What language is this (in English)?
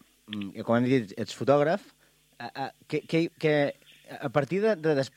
Catalan